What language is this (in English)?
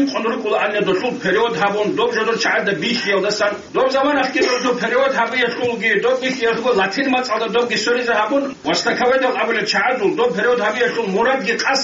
Avaric